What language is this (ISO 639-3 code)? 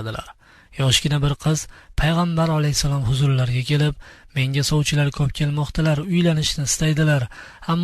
uzb